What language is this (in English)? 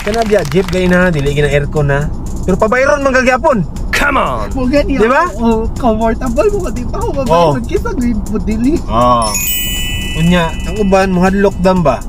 Cebuano